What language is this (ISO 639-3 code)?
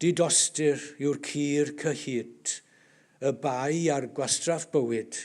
cym